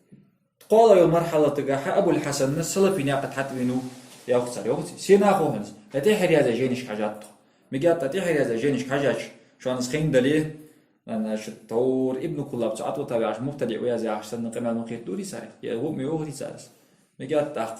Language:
Ingush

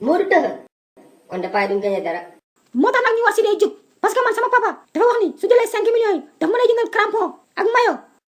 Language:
Wolof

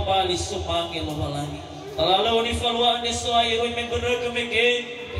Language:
Nias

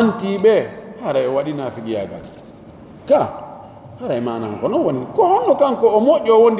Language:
Fula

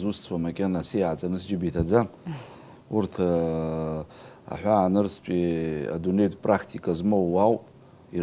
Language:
Abkhazian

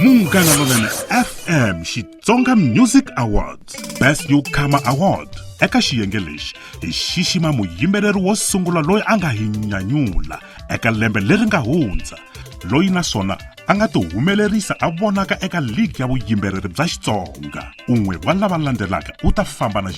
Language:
Tsonga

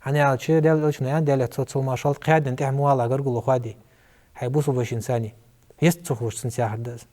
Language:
Ingush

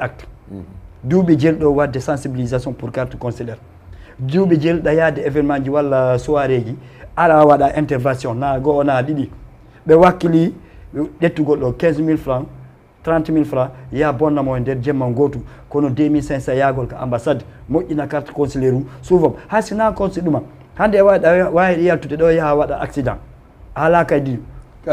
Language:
Fula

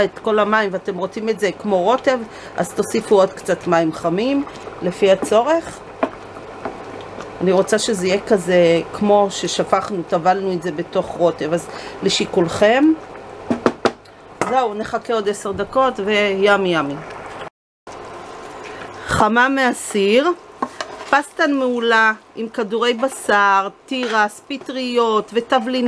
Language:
Hebrew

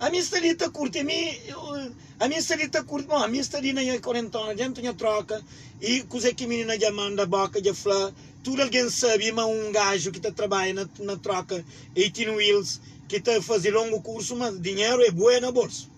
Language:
Kabuverdianu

